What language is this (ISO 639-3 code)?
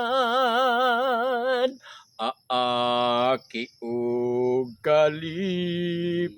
ceb